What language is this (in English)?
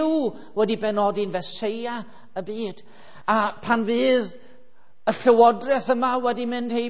Welsh